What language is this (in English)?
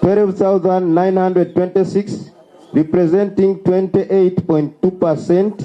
Nyankole